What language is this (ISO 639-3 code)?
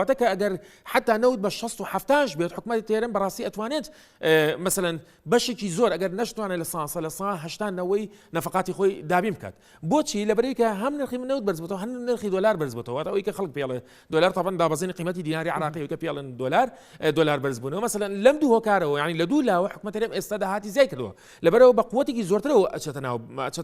ckb